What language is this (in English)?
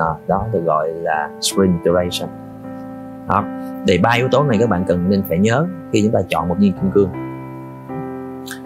Vietnamese